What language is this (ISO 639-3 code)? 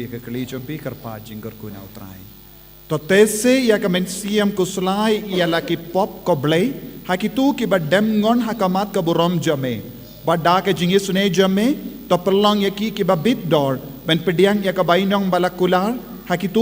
kha